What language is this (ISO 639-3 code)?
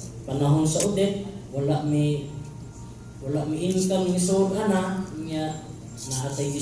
ceb